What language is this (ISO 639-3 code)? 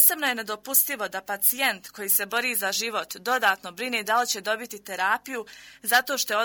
bos